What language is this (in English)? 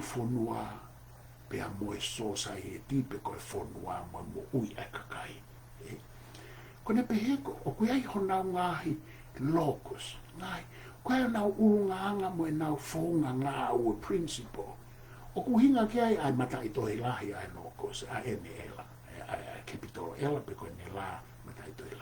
Tongan